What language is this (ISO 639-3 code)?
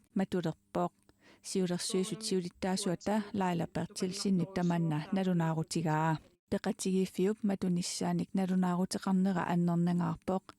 kal